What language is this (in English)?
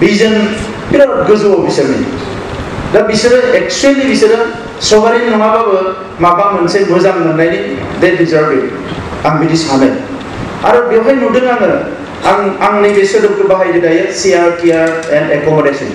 Bodo